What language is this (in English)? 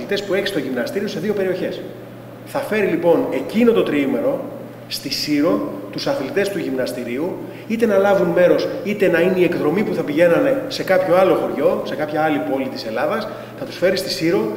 Greek